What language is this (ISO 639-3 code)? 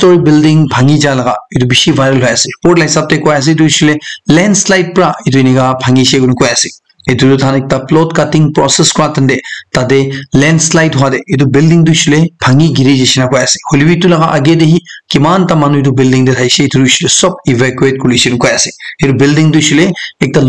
nag